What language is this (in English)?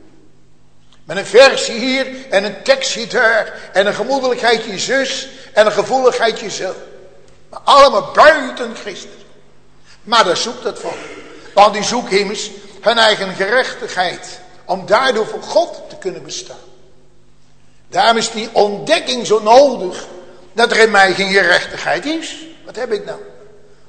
Dutch